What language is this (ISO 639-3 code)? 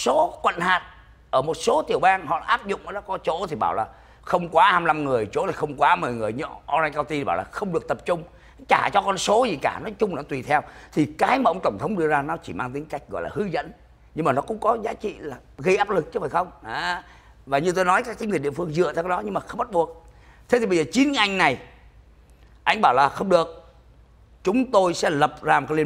vie